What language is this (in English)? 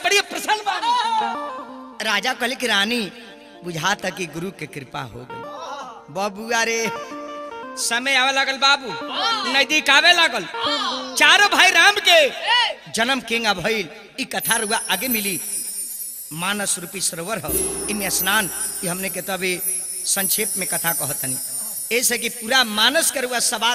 Bhojpuri